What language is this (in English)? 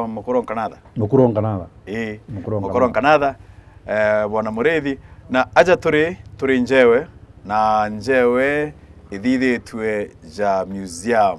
Meru